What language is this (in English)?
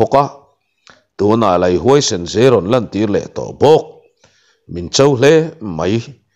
Mizo